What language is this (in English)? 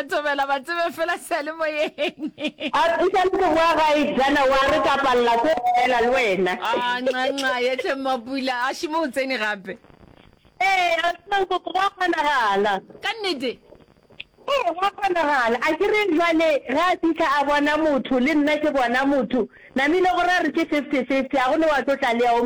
Northern Sotho